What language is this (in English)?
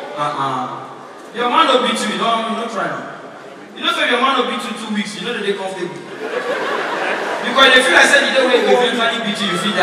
Nigerian Pidgin